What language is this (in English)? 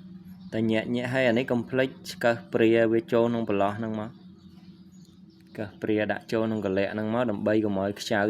Khmer